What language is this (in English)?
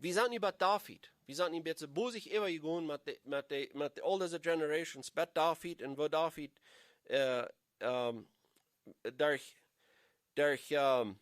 Plautdietsch